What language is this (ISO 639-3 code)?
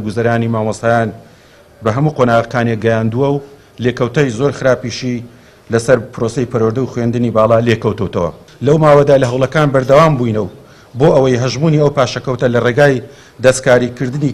ckb